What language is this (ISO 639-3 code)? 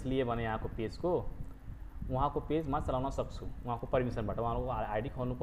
nep